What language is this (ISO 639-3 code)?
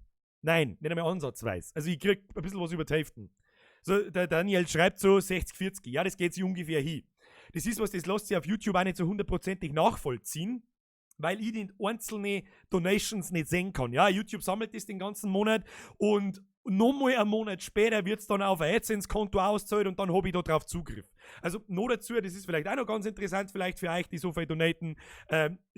bar